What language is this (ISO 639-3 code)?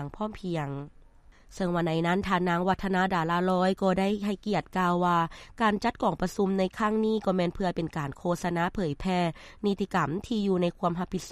lao